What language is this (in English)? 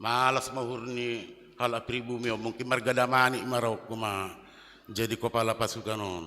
Batak Simalungun